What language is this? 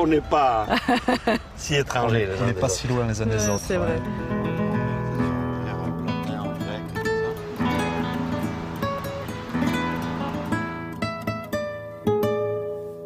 French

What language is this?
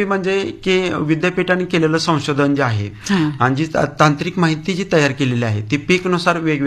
Marathi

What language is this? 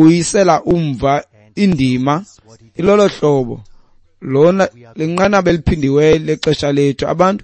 Xhosa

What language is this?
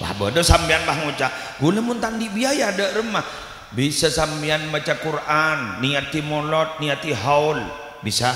Madurese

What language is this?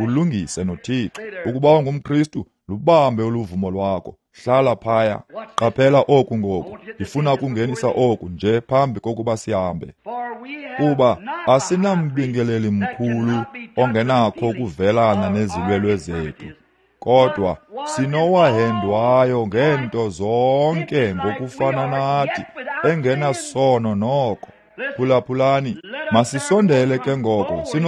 Xhosa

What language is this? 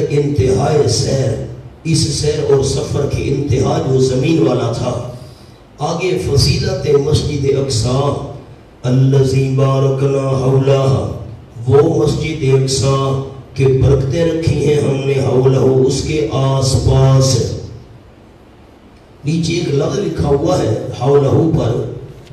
Urdu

